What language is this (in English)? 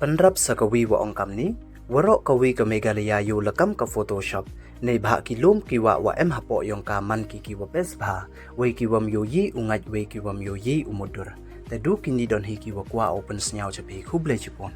Pnar